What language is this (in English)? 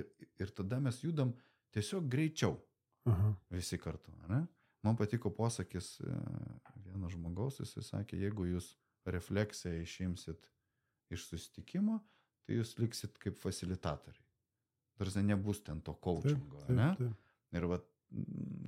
Lithuanian